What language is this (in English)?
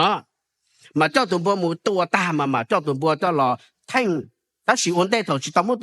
Hmong